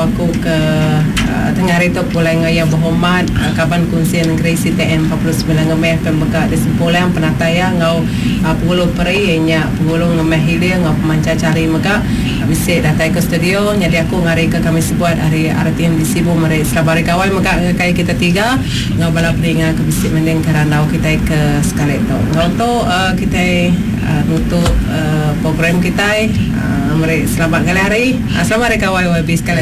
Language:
Iban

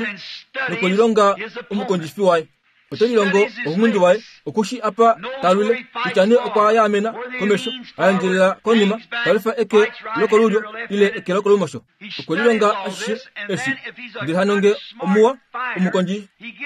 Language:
Kuanyama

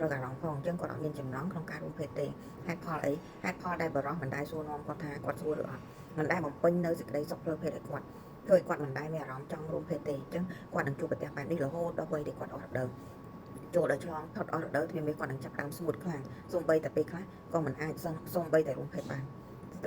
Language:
Khmer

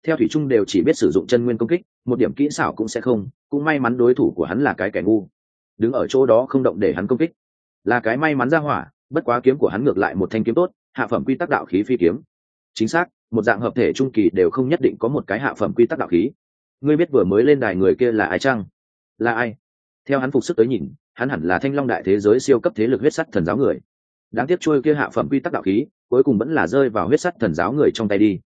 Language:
Vietnamese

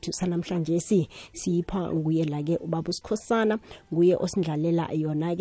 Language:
South Ndebele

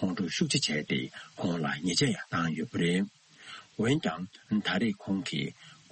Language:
Tibetan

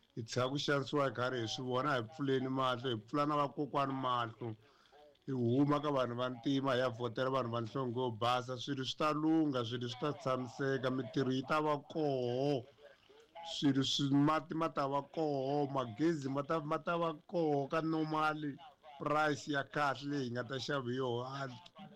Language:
Tsonga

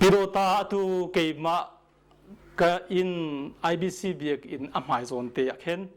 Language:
Hakha Chin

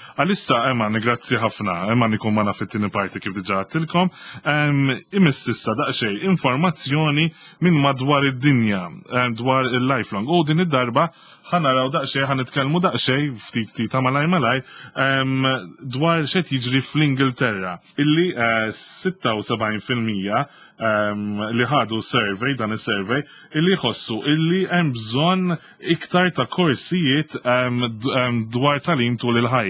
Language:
Maltese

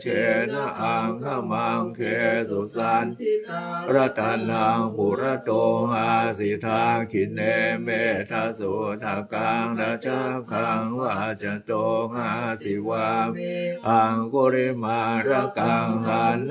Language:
Pali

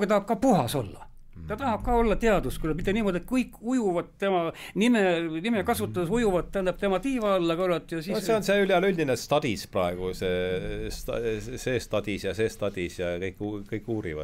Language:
Estonian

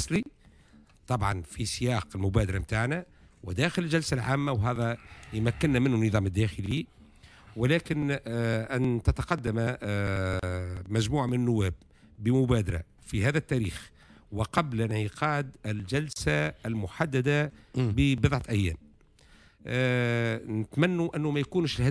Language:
Tunisian Arabic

